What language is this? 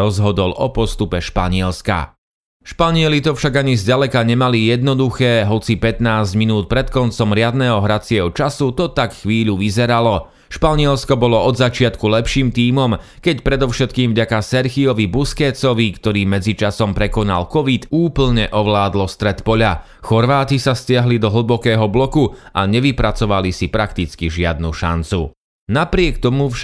Slovak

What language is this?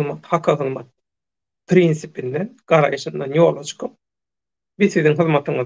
Turkmen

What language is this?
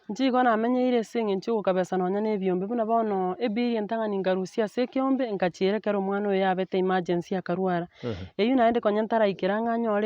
Gusii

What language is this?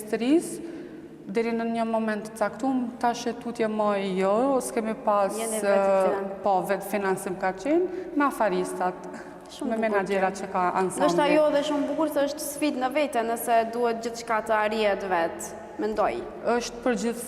Albanian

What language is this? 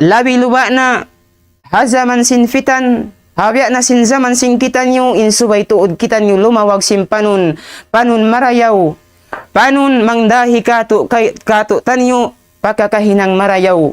Tausug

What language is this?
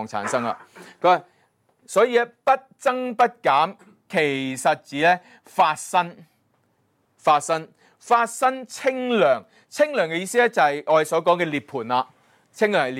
Cantonese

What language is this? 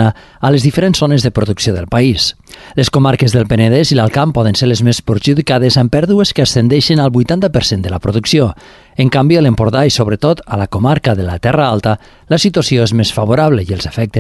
Catalan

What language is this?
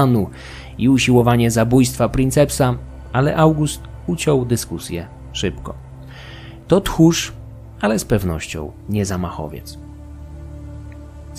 Polish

